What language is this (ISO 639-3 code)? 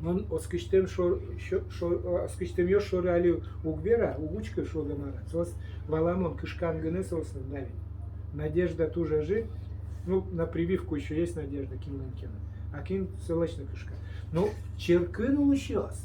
udm